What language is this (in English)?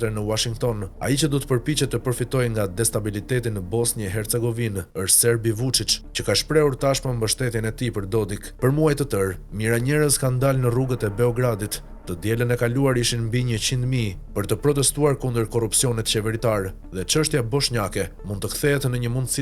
Albanian